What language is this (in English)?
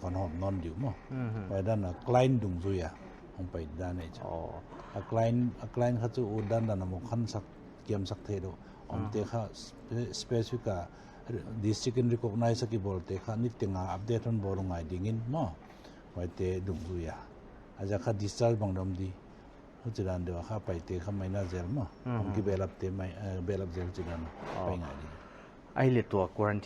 Paite Chin